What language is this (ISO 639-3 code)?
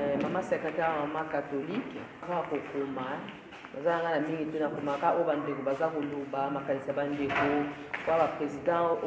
lin